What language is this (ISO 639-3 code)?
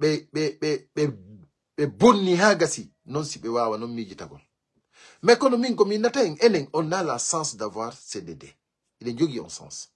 ful